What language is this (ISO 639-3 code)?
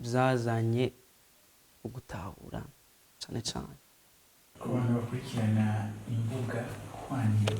run